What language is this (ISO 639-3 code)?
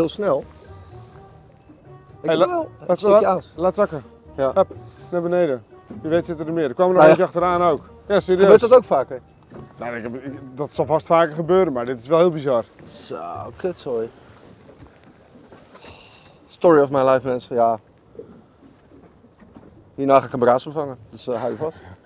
nld